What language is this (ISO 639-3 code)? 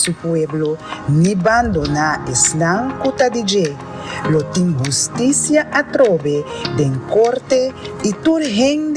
pap